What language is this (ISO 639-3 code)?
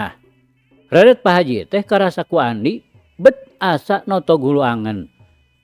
sun